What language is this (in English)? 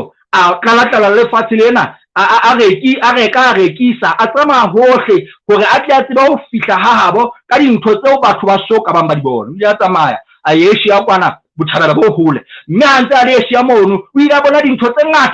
Southern Sotho